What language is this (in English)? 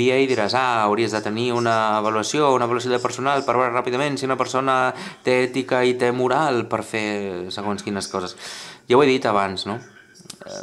Catalan